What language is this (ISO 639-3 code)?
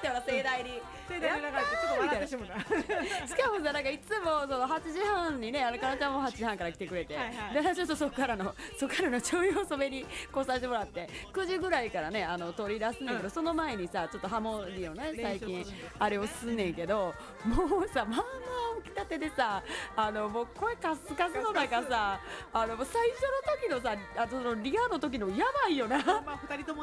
jpn